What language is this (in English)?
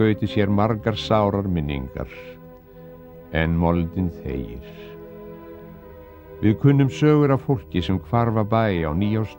Icelandic